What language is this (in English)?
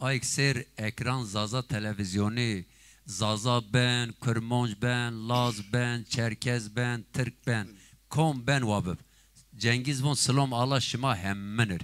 Zaza